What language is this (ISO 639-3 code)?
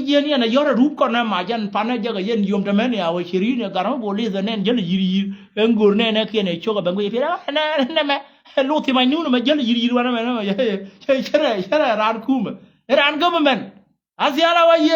nus